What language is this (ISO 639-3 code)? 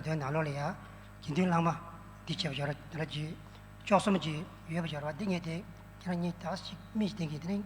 bod